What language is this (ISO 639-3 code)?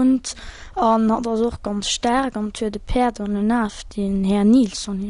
ltz